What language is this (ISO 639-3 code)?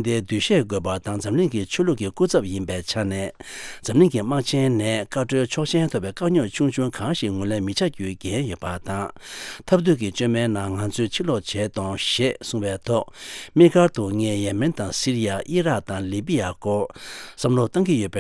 bod